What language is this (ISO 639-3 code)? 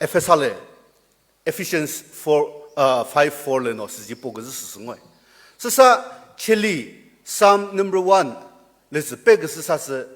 nri